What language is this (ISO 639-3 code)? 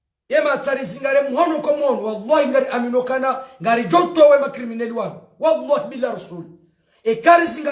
zdj